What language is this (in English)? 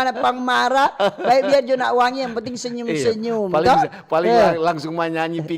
Manado Malay